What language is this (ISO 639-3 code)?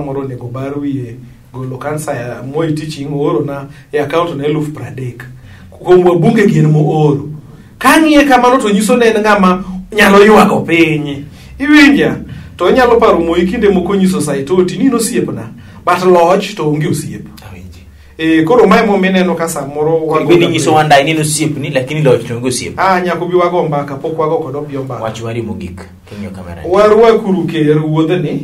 luo